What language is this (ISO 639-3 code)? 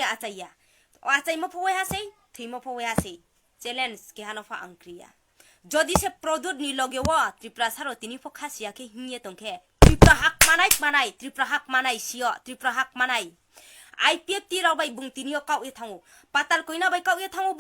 ria